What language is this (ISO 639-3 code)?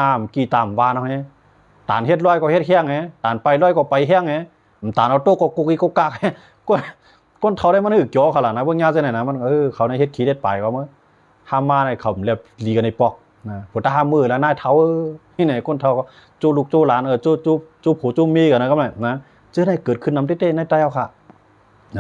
shn